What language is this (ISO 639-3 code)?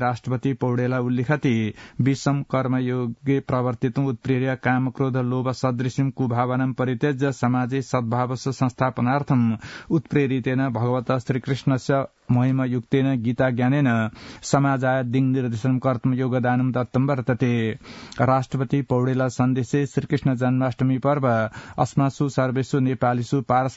san